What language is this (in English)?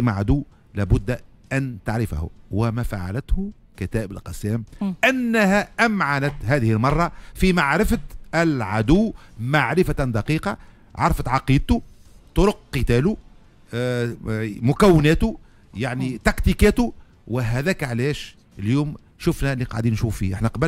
Tunisian Arabic